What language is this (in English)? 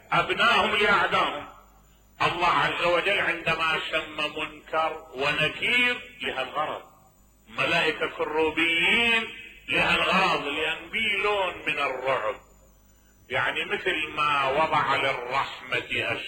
Mesopotamian Arabic